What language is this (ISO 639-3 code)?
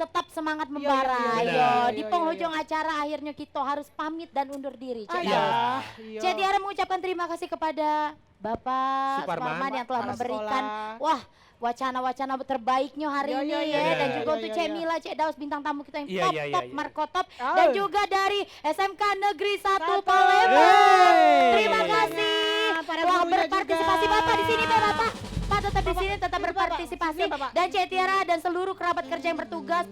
mui